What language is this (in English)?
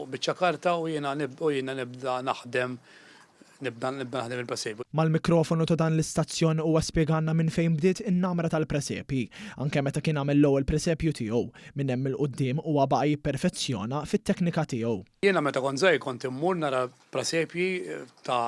Maltese